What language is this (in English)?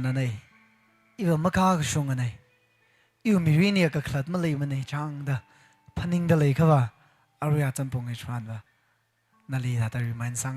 Tangkhul Naga (India)